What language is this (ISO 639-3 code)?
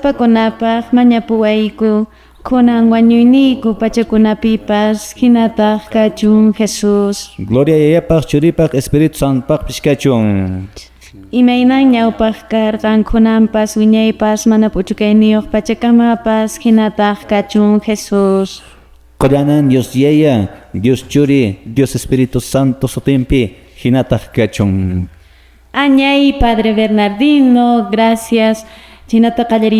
que